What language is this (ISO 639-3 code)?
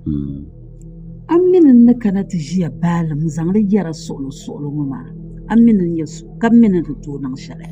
dag